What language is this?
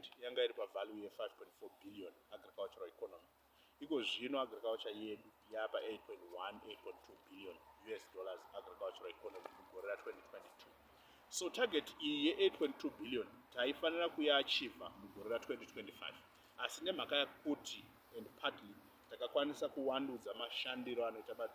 Shona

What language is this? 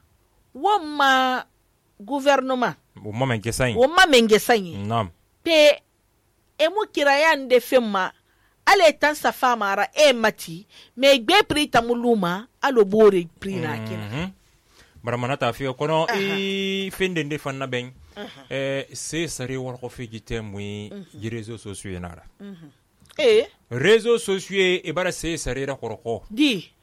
Susu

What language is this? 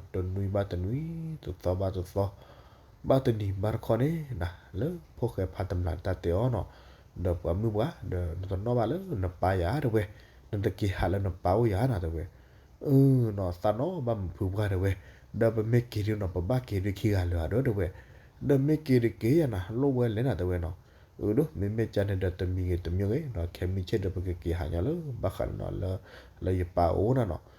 S'gaw Karen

